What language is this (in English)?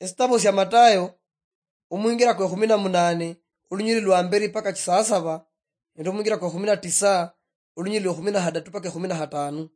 Luyia